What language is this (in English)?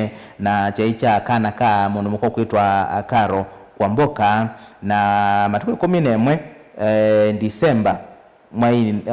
Kamba